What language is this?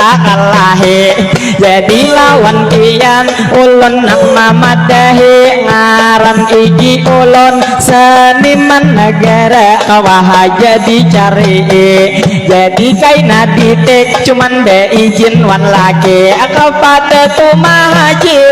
Banjar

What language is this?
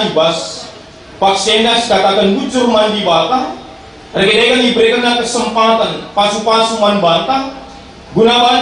Batak Karo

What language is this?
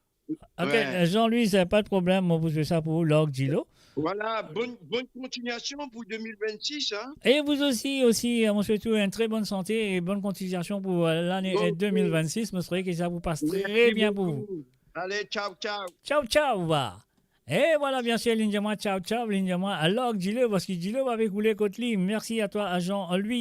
Morisyen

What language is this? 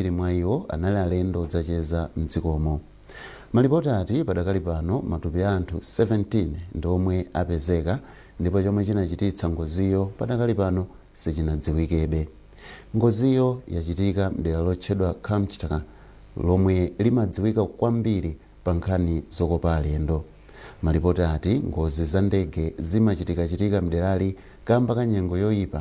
Nyanja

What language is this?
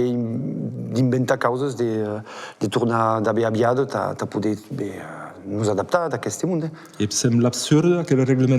Occitan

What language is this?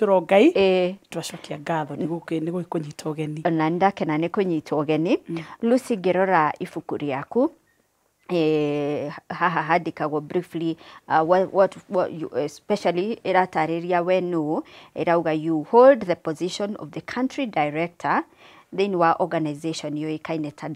Kikuyu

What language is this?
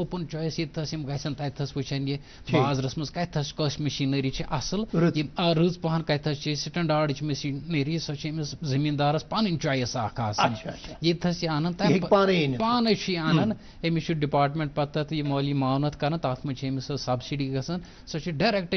Kashmiri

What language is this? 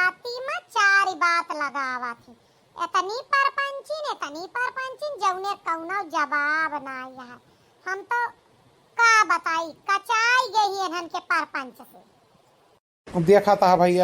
Awadhi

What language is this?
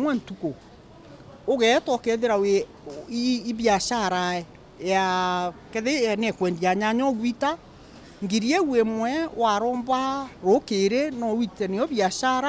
Meru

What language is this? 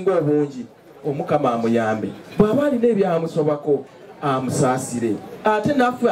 Ganda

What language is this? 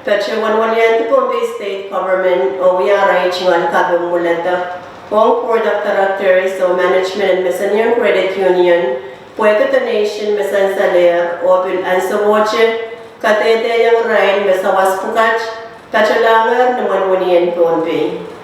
Pohnpeian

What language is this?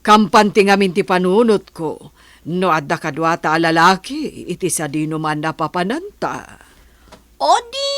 Iloko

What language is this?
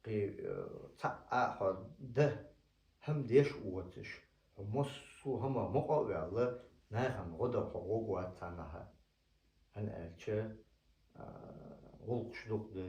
Chechen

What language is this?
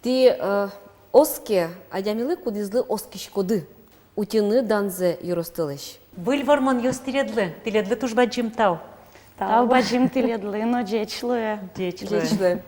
Udmurt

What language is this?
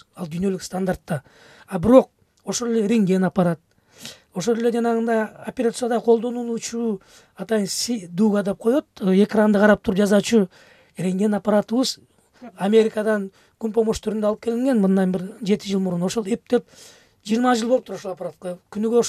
Kyrgyz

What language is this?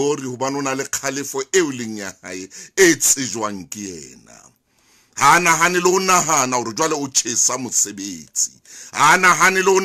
Southern Sotho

